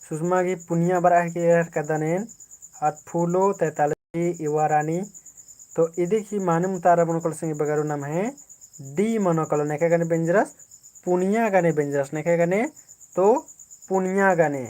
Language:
Kurukh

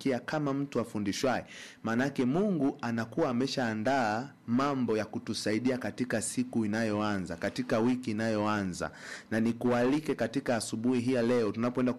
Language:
Swahili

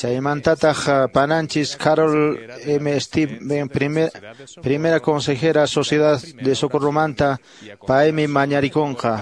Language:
Quechua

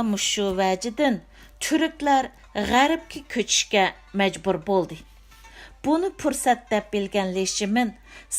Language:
Uyghur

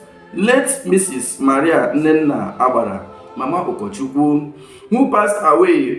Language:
Igbo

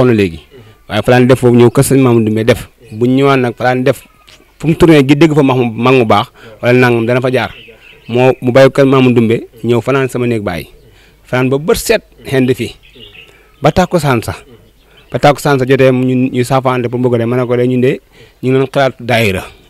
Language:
Wolof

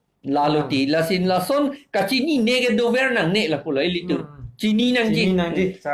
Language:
Karbi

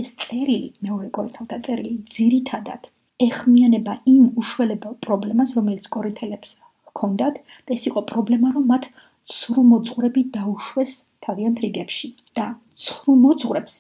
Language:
Georgian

